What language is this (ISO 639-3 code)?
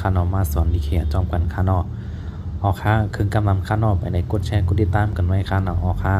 shn